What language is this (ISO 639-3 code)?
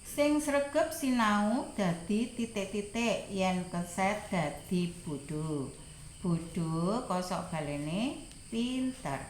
jav